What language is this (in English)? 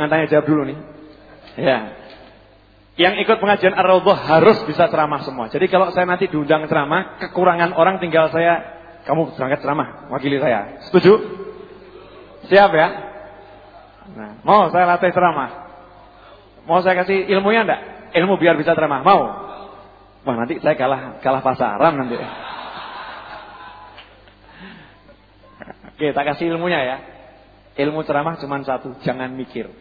Indonesian